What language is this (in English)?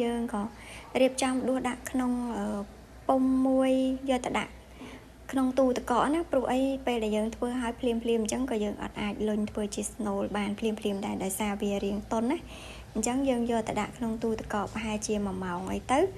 Khmer